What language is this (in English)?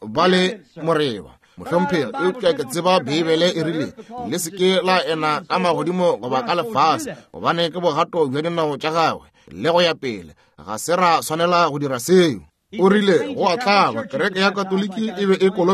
Northern Sotho